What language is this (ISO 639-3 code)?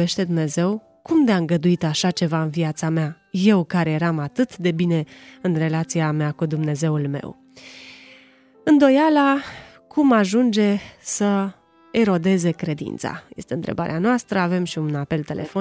ron